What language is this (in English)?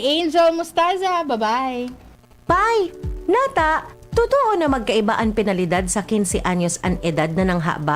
Bikol